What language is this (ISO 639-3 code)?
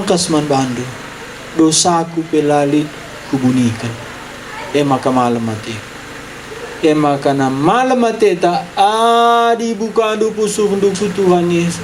btx